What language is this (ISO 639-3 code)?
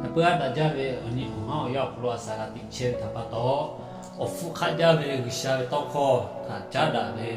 lhu